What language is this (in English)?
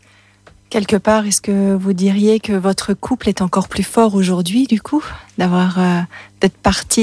French